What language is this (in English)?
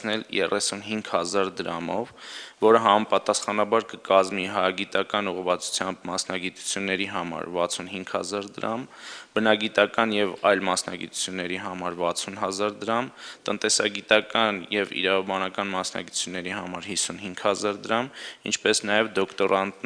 Armenian